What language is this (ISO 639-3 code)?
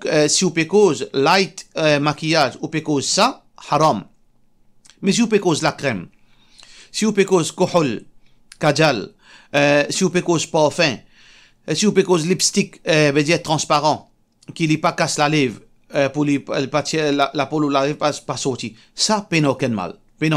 mfe